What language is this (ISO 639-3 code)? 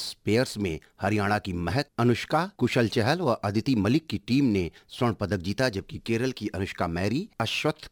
hin